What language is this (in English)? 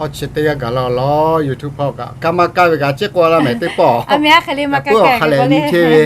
Lahu